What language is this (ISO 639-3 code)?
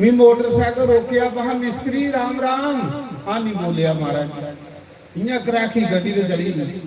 doi